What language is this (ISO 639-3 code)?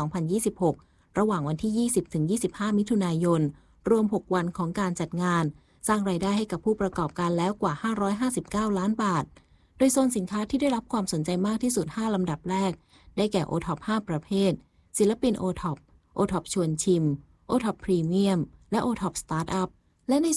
tha